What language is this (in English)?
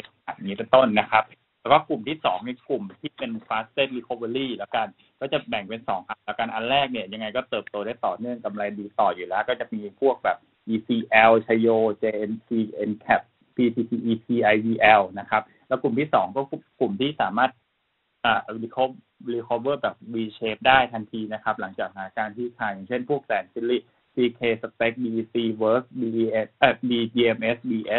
Thai